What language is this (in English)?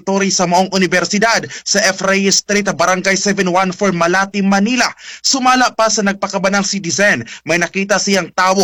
Cebuano